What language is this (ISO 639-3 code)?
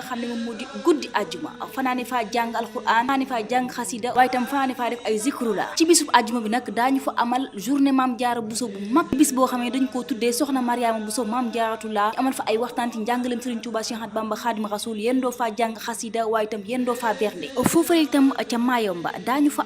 wol